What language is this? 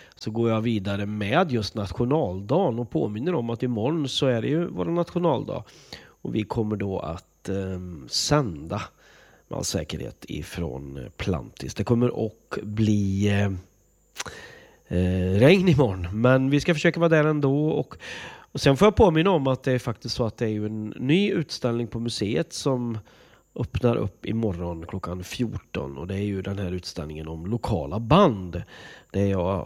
Swedish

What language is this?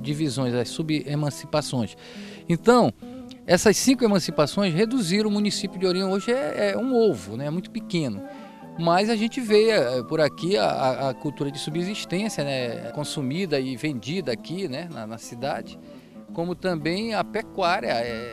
Portuguese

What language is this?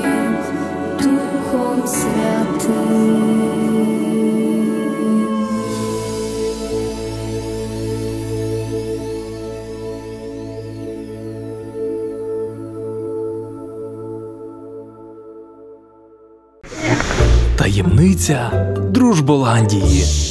Ukrainian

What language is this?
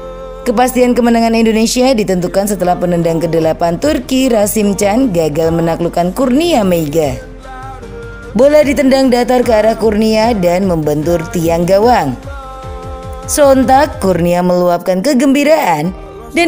Indonesian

